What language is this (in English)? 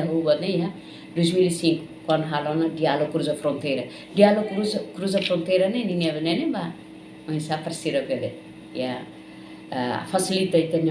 Tetum